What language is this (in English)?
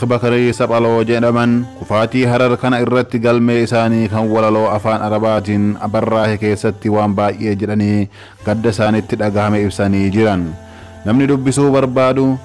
Oromo